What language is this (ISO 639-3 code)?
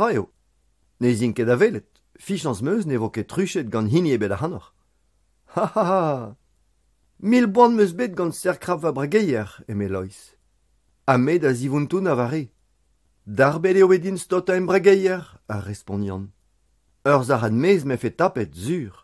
bre